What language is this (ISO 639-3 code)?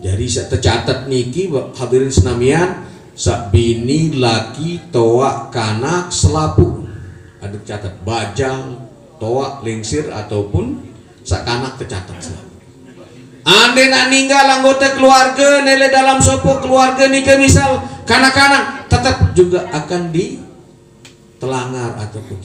sas